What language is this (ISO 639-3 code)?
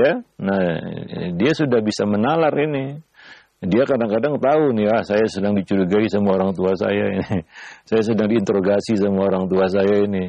ind